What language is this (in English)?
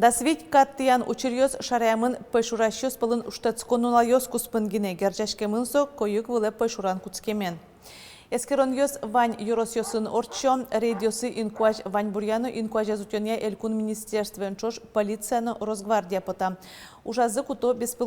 Udmurt